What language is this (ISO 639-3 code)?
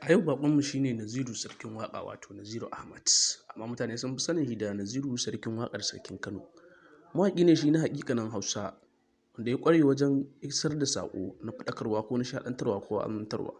hau